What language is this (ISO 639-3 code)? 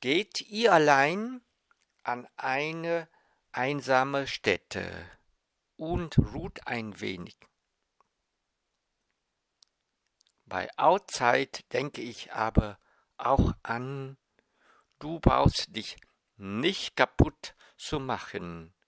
deu